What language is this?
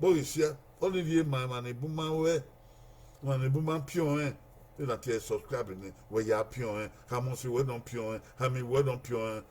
Bini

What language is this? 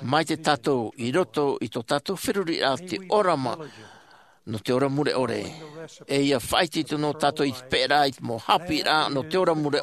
Tahitian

